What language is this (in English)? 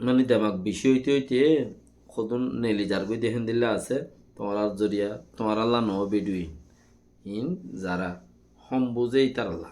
Rohingya